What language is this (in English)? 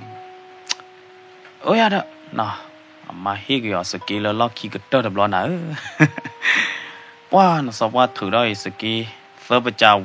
S'gaw Karen